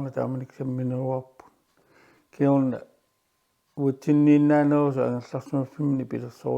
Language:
Kalaallisut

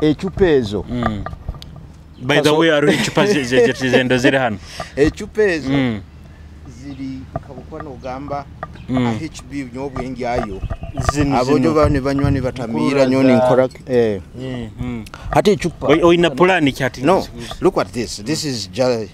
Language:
Nyoro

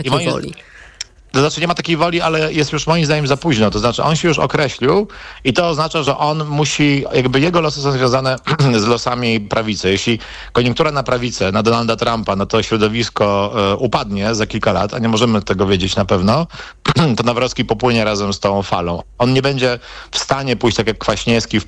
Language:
Polish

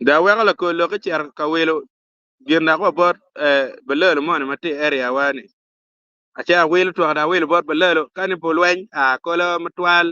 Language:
Acoli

